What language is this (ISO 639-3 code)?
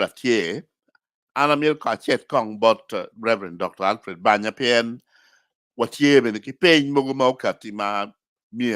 ach